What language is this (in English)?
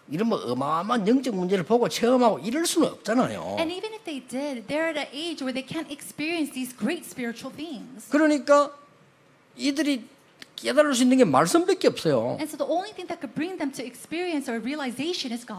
Korean